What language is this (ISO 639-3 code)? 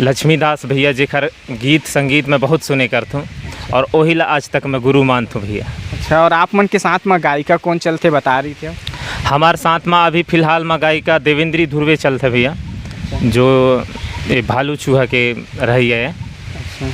hne